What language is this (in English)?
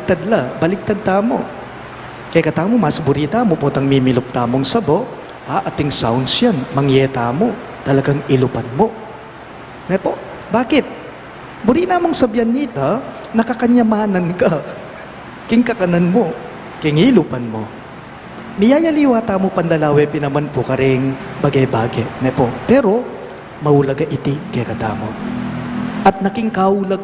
Pampanga